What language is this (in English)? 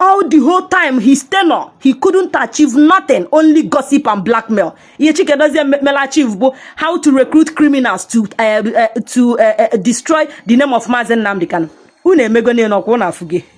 Igbo